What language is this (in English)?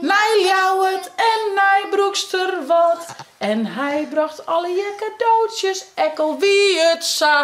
Western Frisian